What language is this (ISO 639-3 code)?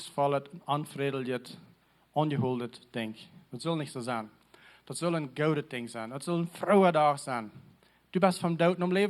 pdt